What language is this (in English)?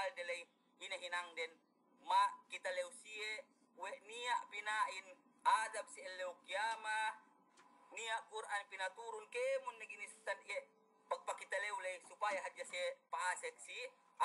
Yakan